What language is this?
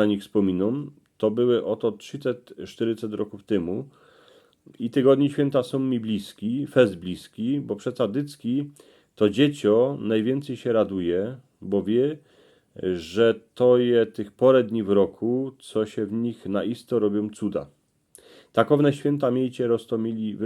Silesian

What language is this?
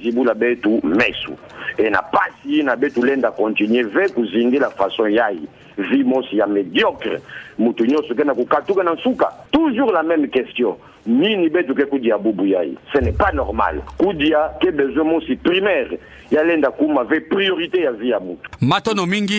Kituba (Democratic Republic of Congo)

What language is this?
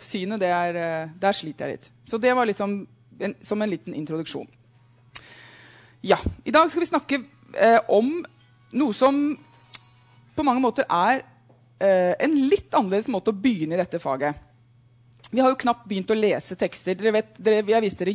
Norwegian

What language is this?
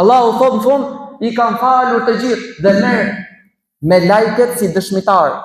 Albanian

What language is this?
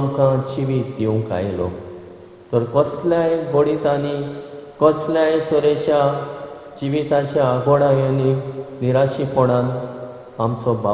Konkani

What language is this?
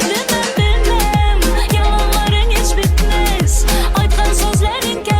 Crimean Tatar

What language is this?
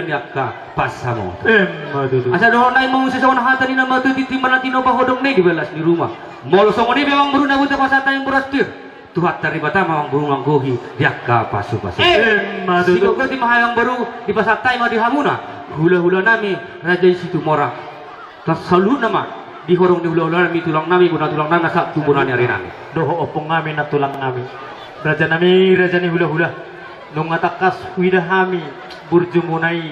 Batak Toba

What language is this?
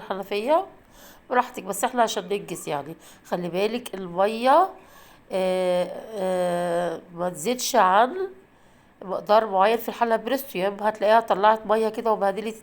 Egyptian Arabic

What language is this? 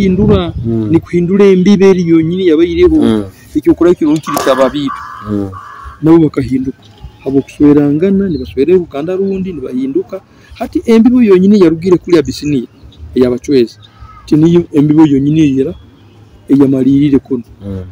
Nyoro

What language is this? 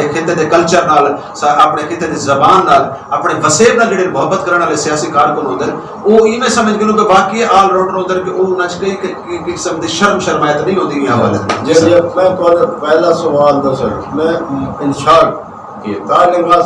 Saraiki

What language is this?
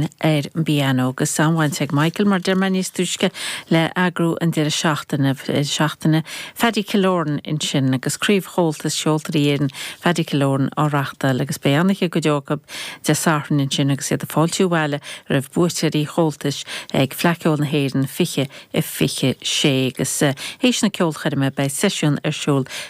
Irish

